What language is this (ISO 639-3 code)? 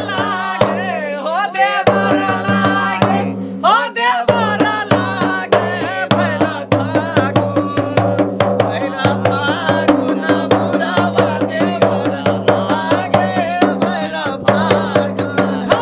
mai